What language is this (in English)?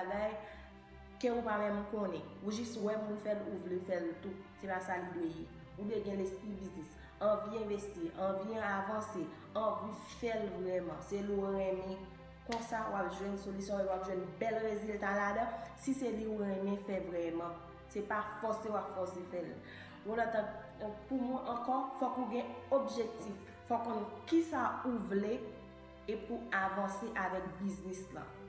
Haitian Creole